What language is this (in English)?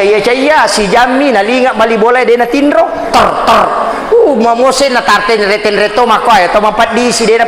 Buginese